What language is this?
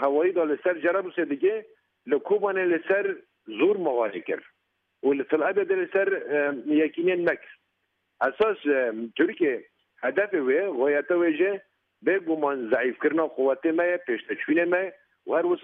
Kurdish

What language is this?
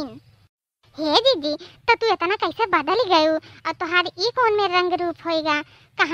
Awadhi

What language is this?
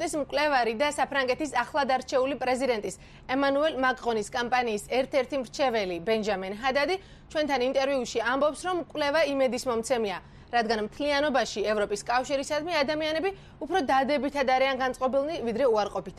Georgian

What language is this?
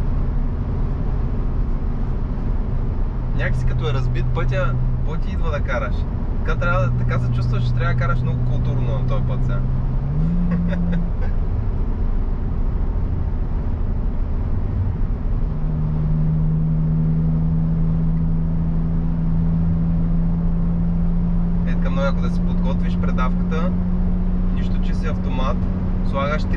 Bulgarian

